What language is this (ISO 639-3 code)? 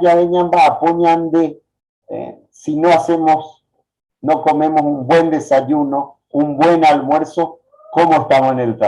grn